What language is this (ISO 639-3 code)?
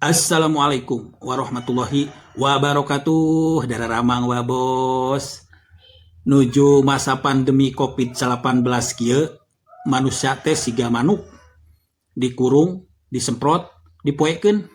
sun